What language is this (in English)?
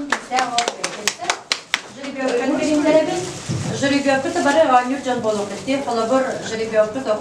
Yakut